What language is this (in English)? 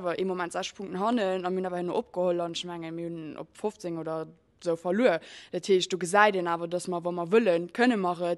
Luxembourgish